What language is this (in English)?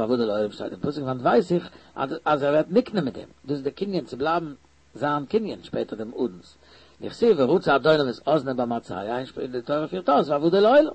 Yiddish